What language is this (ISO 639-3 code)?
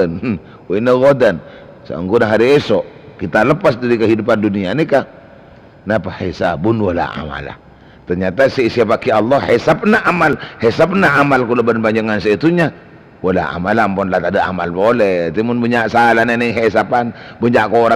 mad